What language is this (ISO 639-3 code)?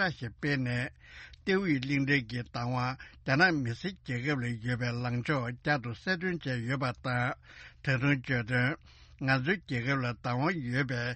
bod